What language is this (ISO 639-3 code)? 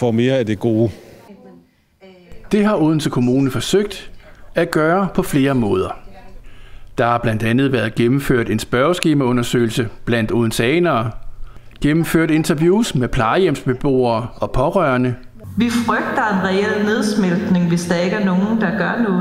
dan